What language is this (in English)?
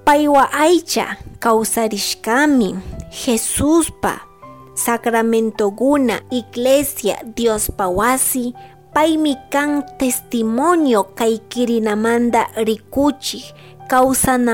Chimborazo Highland Quichua